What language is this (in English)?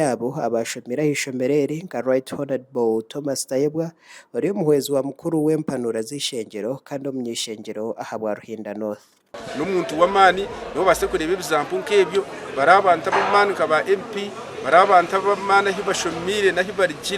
Nyankole